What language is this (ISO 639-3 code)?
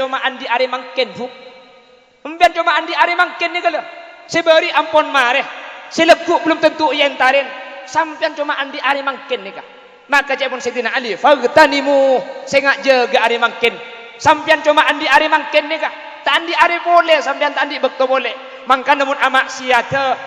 mad